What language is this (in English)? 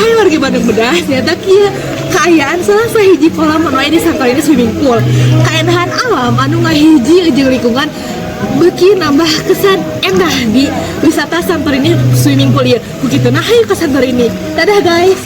Sundanese